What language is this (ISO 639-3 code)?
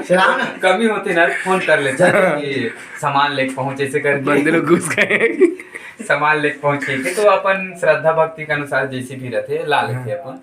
hne